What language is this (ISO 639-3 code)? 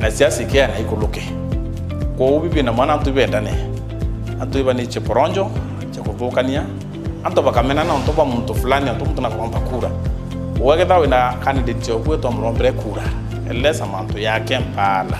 mer